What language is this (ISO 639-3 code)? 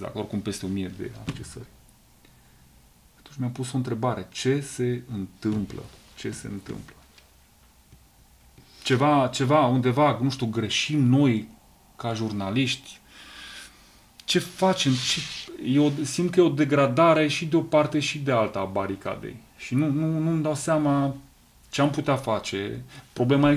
ron